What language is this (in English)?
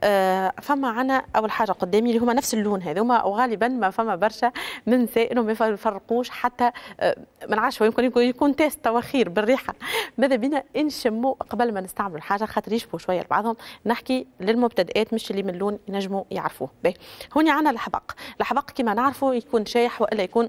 Tunisian Arabic